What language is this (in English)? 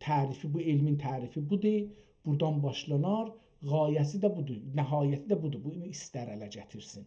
South Azerbaijani